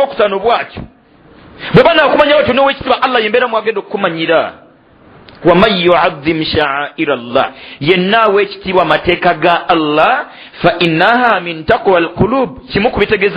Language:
Ganda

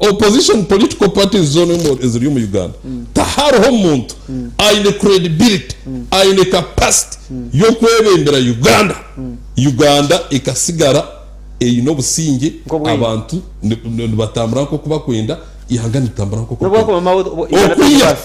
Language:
Nyankole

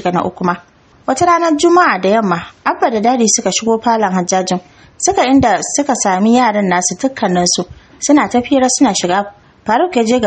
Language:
Hausa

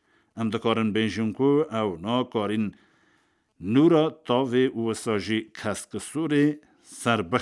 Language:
Kurdish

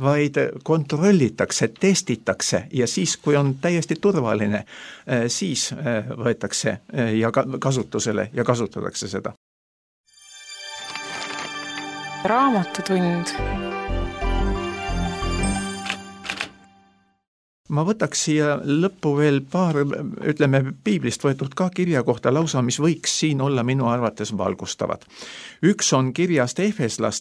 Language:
Estonian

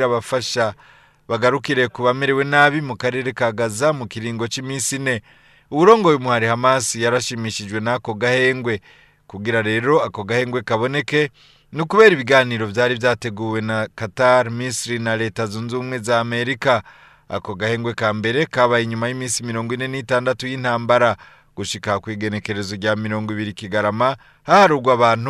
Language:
Rundi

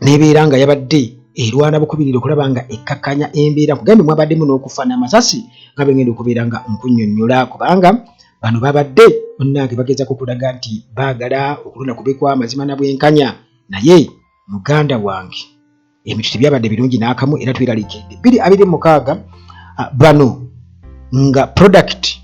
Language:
Ganda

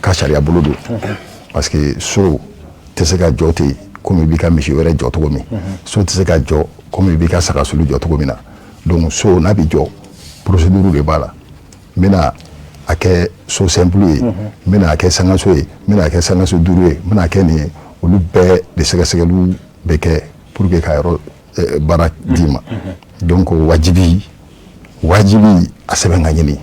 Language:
Bambara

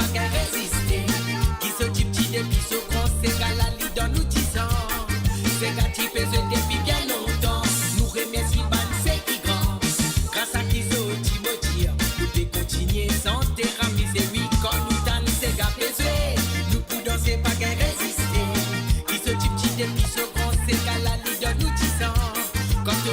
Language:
Morisyen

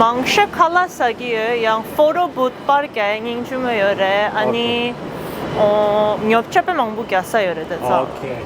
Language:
Tibetan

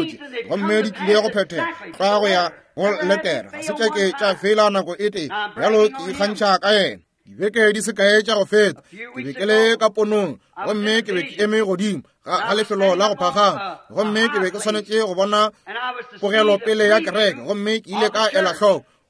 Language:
Northern Sotho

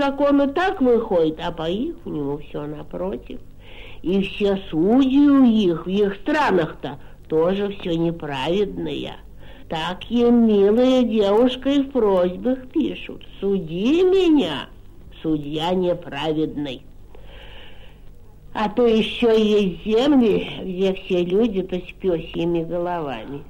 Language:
Russian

